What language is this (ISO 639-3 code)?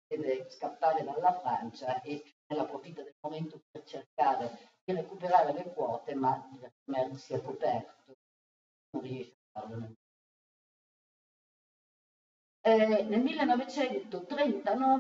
ita